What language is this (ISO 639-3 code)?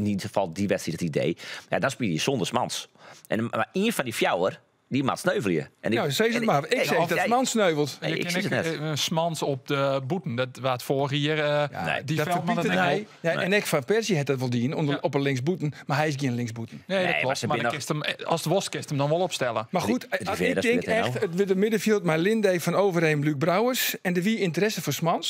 fry